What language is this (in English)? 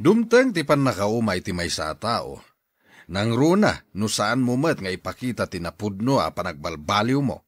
Iloko